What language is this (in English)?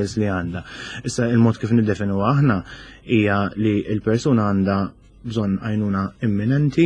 Maltese